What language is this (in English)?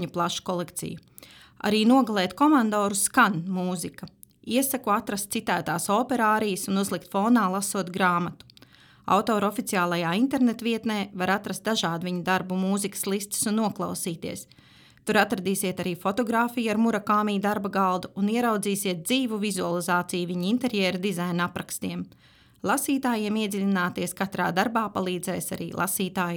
Latvian